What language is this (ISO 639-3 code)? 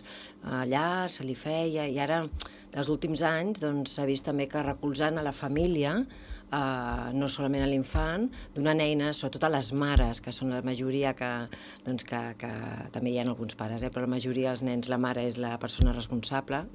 cat